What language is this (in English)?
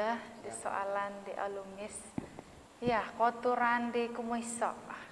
Central Dusun